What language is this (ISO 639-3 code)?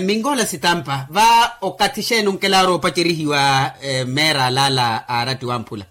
vmw